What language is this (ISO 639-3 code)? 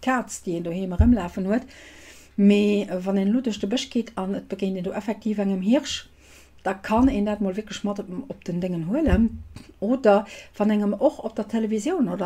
ltz